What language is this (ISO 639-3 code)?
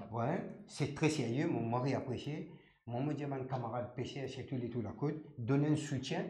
mfe